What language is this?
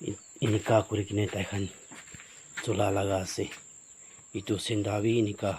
Naga Pidgin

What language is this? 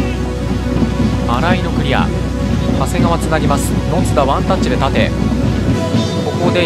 Japanese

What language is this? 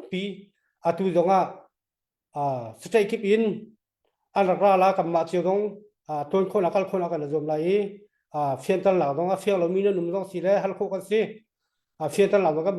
Hakha Chin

